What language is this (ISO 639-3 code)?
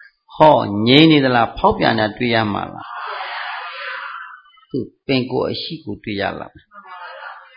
mya